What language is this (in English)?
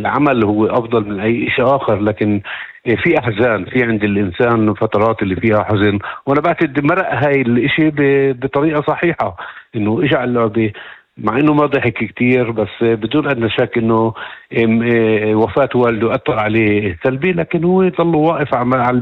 North Levantine Arabic